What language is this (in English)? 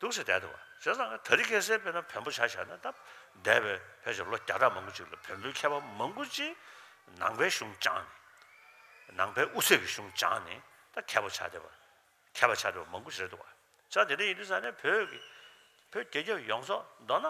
Tibetan